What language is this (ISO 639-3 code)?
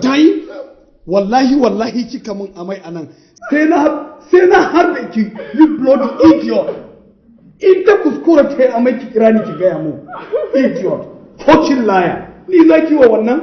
hau